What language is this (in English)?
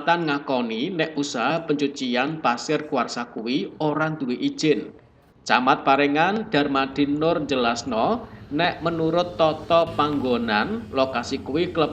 Javanese